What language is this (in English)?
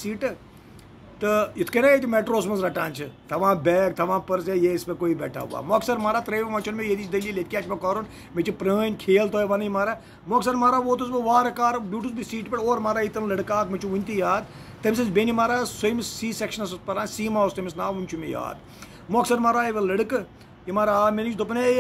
Kashmiri